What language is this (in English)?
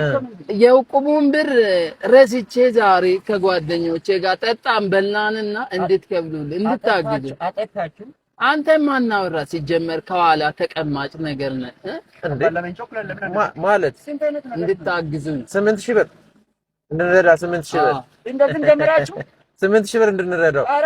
Amharic